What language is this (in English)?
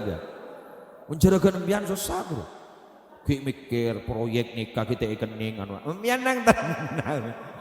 Madurese